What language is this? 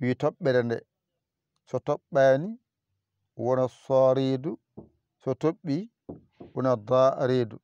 Fula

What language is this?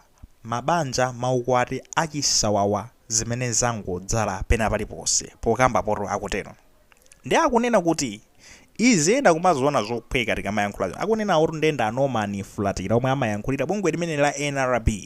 Nyanja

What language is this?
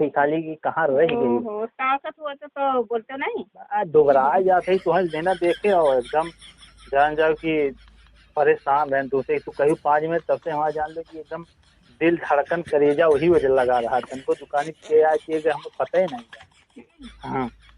Awadhi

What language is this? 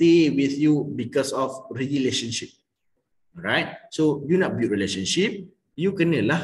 Malay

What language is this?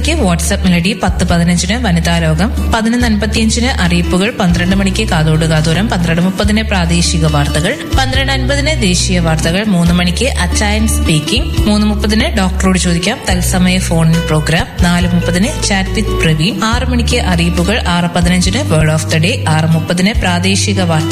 Malayalam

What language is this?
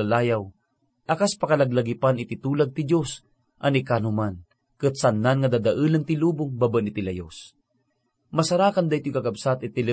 Iloko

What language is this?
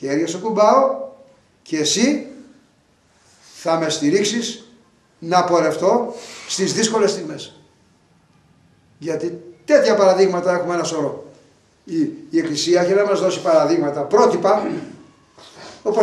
Greek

